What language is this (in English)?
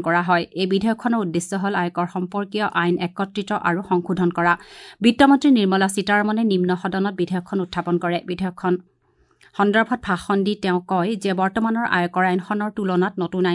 Assamese